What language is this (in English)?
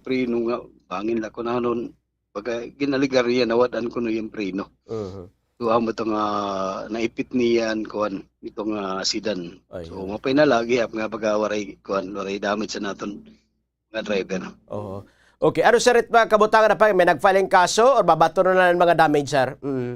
Waray